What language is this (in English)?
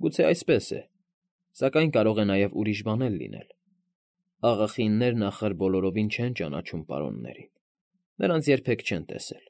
Armenian